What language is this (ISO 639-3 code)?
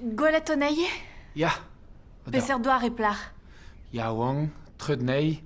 bre